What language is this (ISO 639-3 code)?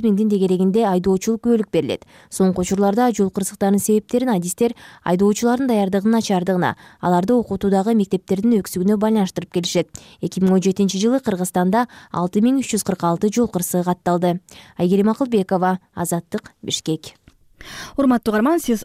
kir